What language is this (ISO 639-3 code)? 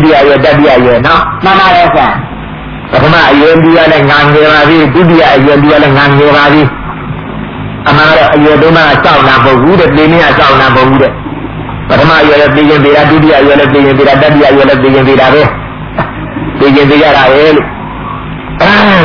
mya